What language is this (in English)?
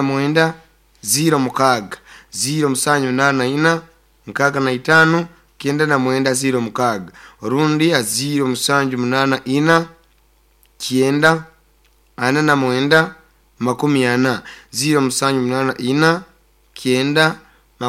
Nyoro